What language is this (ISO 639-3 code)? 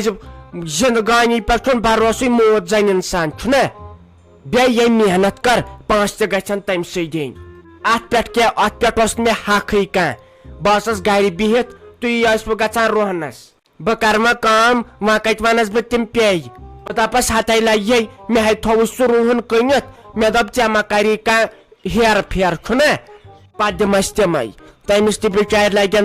kas